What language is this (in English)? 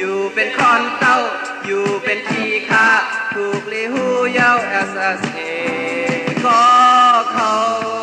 Shan